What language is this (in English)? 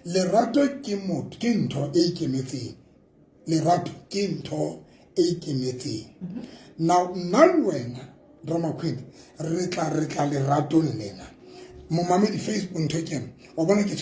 Southern Sotho